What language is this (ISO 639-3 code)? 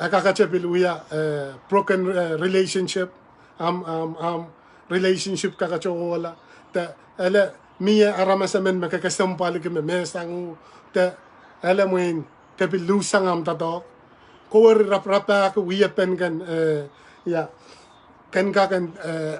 pon